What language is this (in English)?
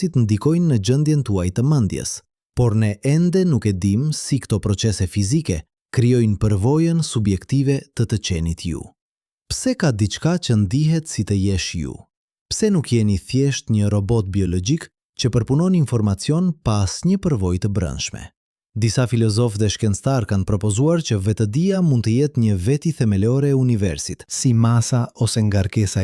Albanian